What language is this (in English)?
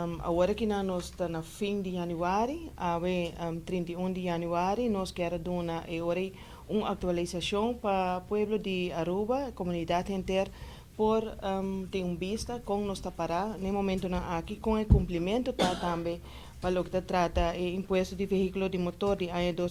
Papiamento